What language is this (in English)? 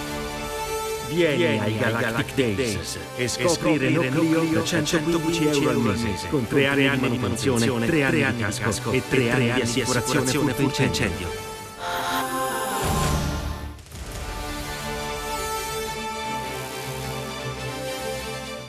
Italian